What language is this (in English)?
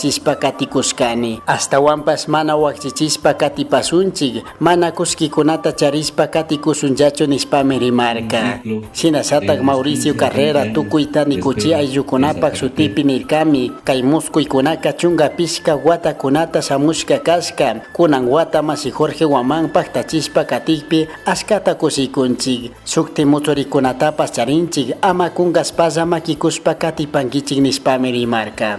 Chimborazo Highland Quichua